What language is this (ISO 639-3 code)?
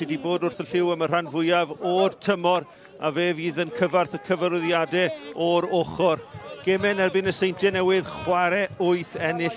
cym